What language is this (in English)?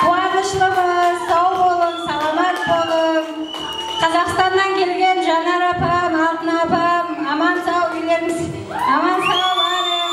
Kara-Kalpak